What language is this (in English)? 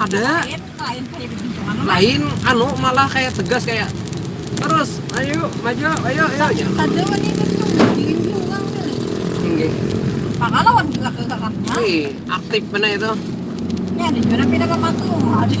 Banjar